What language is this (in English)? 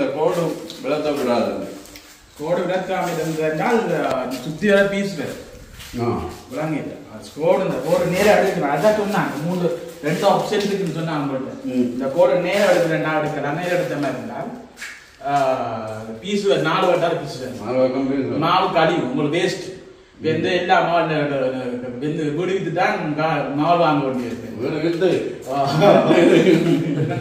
Tamil